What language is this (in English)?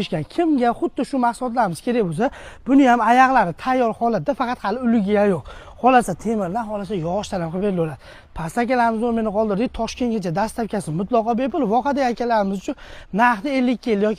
Uzbek